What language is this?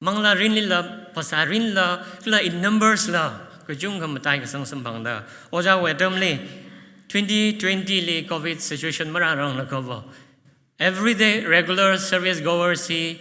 Tangkhul Naga (India)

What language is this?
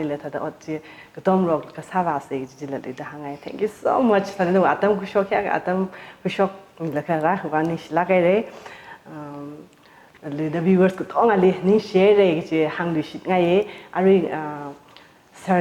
Tangkhul Naga (India)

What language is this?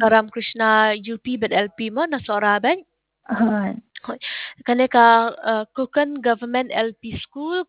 Khasi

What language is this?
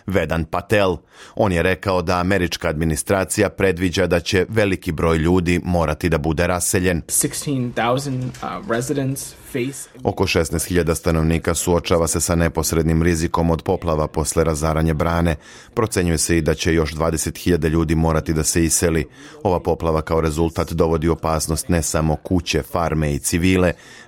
Serbian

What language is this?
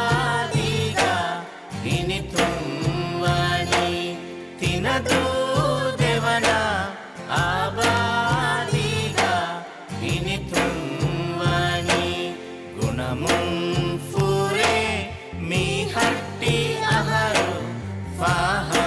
Divehi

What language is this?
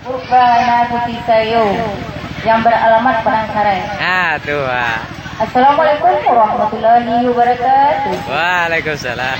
Minangkabau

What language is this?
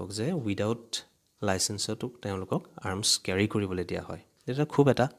Assamese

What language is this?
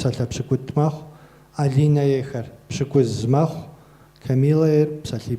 Kabardian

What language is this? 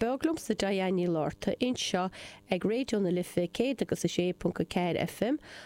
Irish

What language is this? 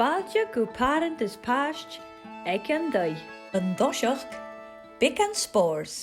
Scottish Gaelic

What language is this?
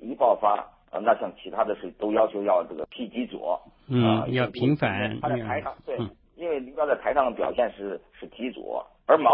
Chinese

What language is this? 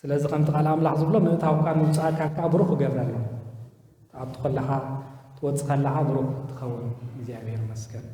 Tigrinya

